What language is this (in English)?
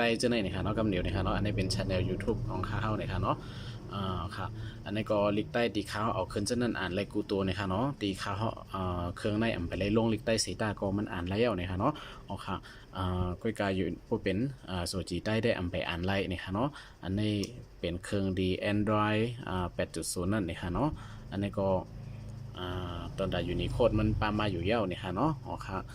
Shan